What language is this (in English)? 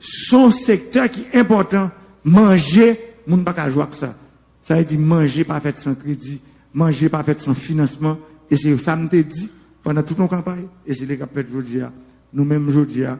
Haitian Creole